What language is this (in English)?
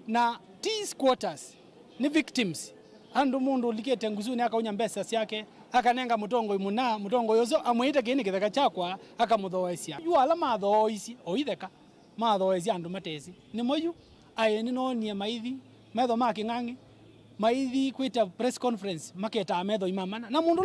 Kamba